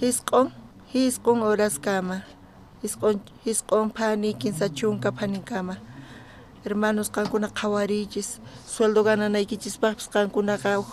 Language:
South Bolivian Quechua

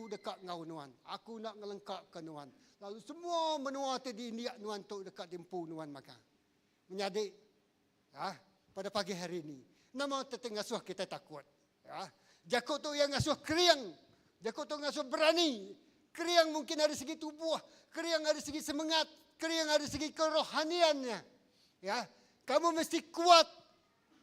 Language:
Iban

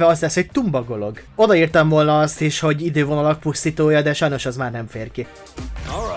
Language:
Hungarian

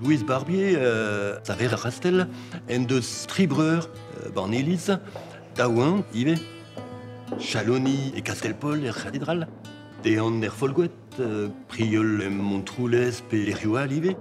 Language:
Breton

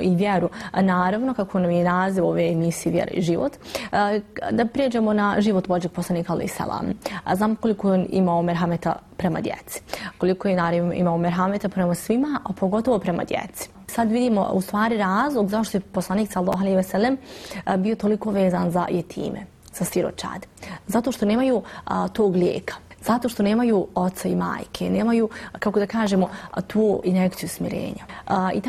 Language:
Bosnian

